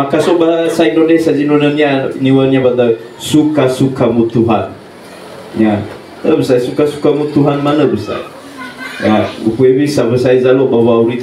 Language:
Nias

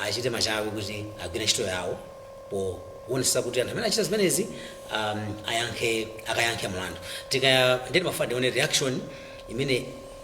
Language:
Nyanja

